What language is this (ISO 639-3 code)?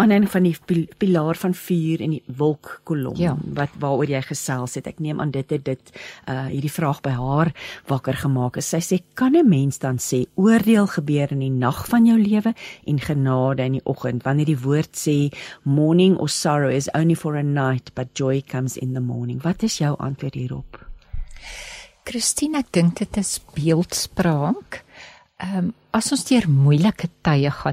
afr